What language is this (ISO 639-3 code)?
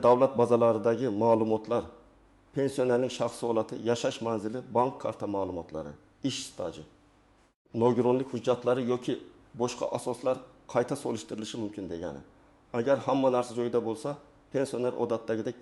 uzb